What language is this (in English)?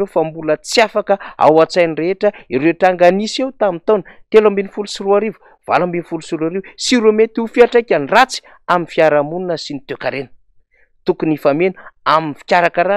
Malagasy